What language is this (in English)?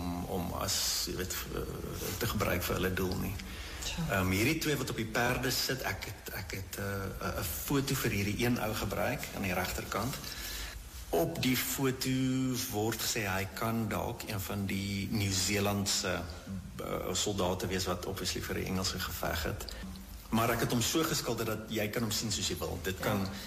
Afrikaans